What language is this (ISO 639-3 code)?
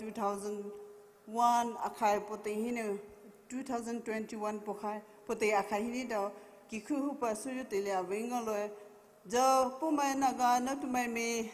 pmx